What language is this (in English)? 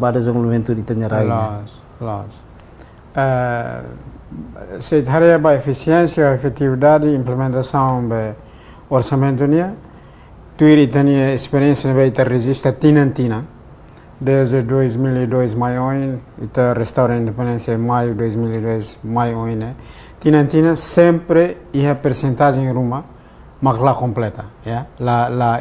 Tetum